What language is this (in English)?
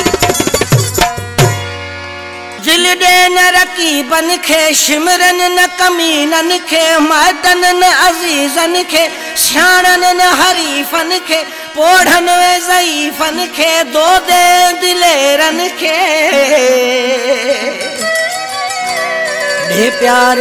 Sindhi